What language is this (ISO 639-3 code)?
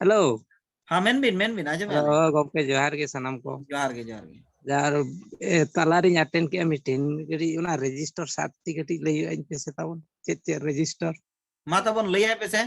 sat